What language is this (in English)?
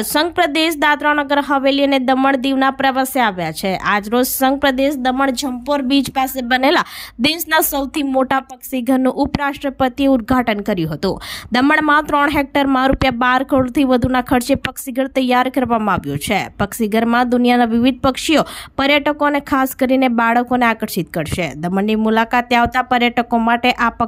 Gujarati